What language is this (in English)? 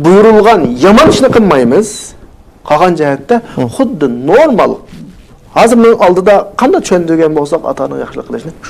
Uyghur